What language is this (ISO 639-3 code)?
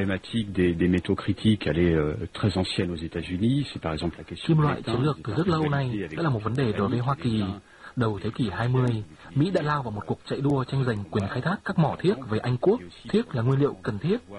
vie